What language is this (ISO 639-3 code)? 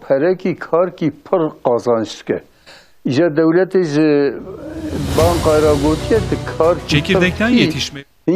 kur